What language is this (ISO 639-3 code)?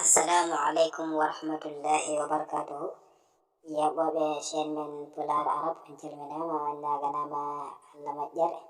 ful